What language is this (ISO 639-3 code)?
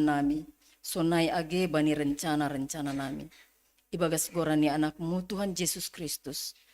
bts